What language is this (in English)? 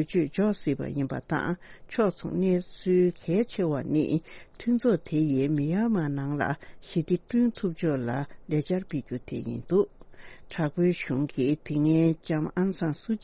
Tibetan